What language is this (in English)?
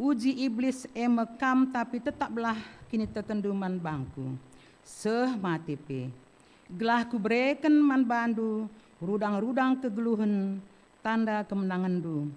Batak Karo